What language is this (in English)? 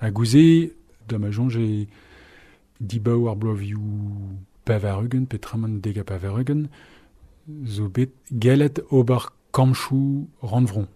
Breton